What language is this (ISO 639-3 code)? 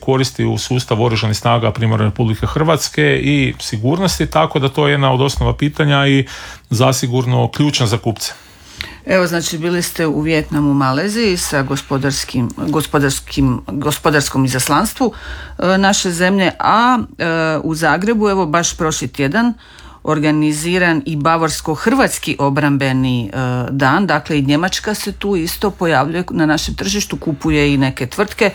hrv